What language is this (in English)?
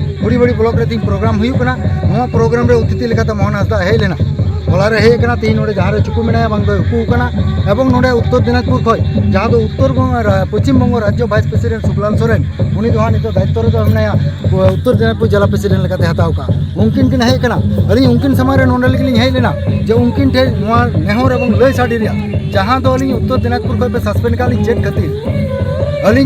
Santali